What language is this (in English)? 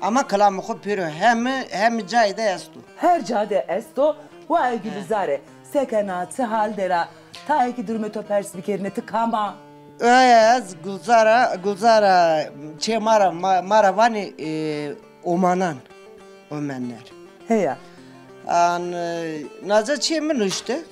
Zaza